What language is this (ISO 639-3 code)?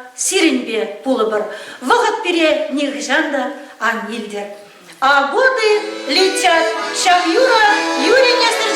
chv